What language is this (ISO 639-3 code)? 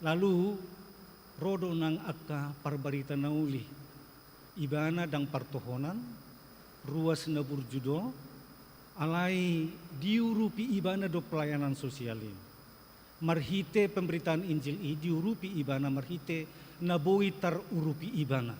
bbc